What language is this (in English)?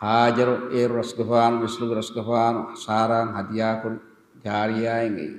Divehi